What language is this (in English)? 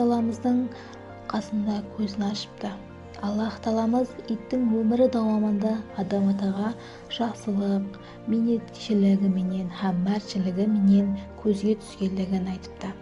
Kara-Kalpak